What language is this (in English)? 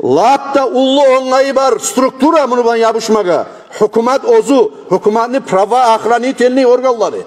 Kumyk